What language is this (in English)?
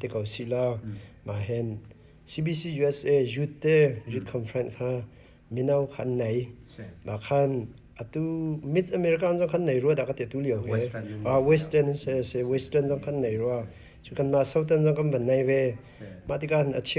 Hakha Chin